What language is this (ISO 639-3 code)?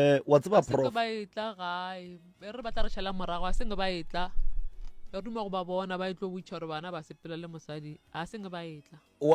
nso